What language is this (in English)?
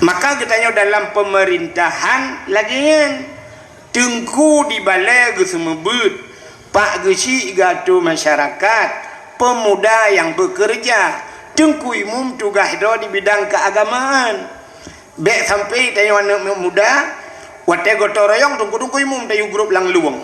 Achinese